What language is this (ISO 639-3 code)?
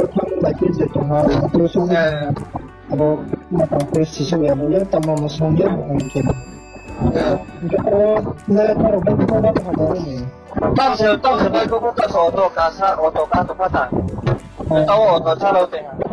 ria